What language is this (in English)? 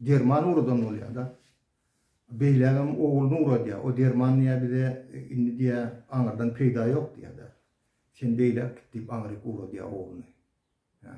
Turkmen